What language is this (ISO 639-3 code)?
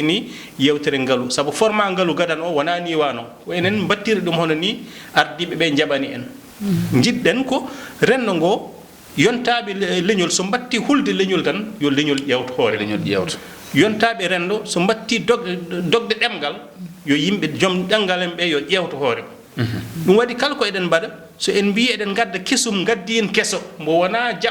ful